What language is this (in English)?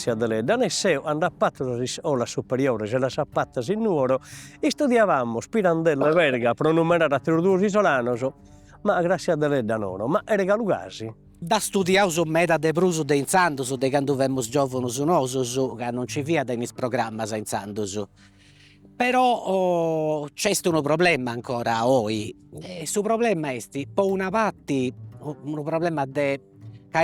Sardinian